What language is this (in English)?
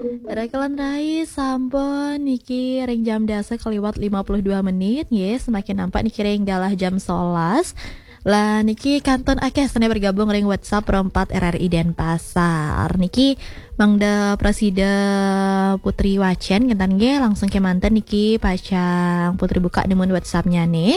Balinese